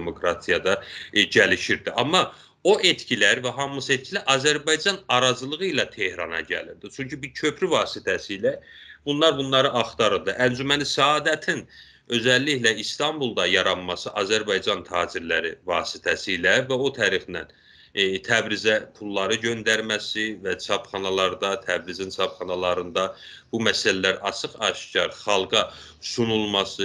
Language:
South Azerbaijani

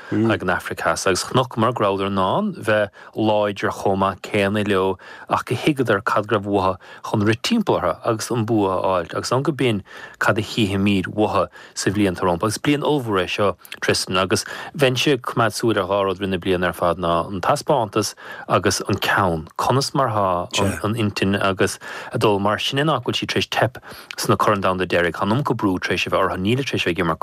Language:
Irish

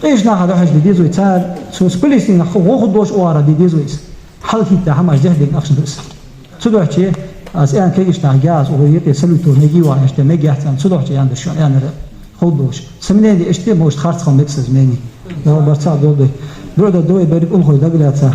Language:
Ingush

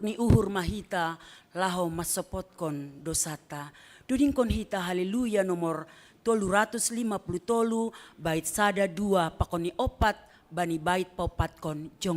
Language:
Batak Simalungun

